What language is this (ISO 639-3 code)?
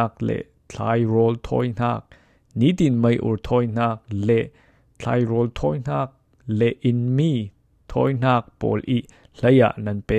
cfm